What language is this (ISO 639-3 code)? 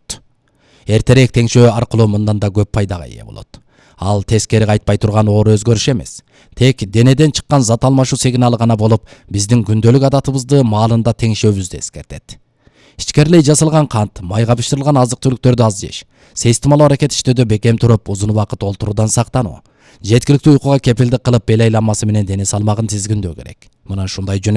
kir